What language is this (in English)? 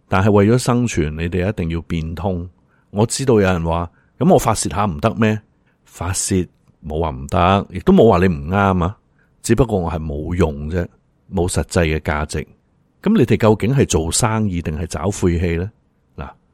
Cantonese